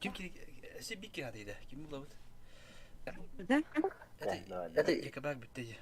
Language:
Yakut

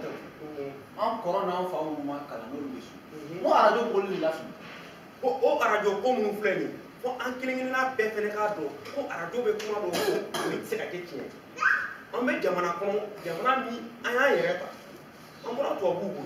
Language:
Bambara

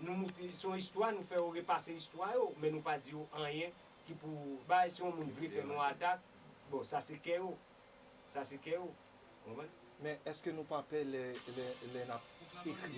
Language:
Haitian Creole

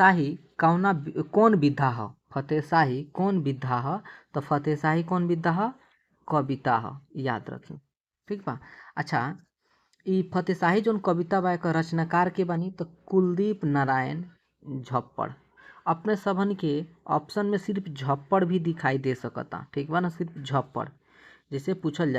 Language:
Bhojpuri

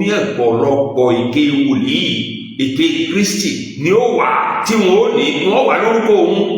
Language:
Yoruba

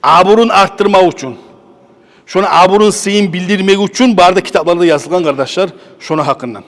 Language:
Kumyk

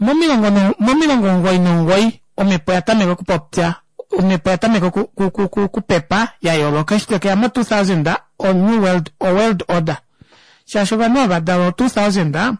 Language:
Kuanyama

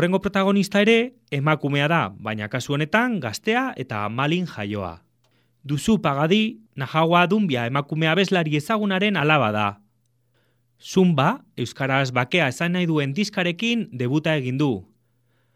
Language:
Basque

